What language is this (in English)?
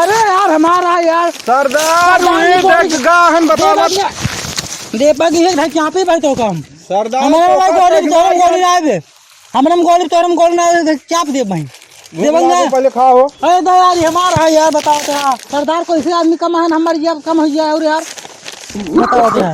Awadhi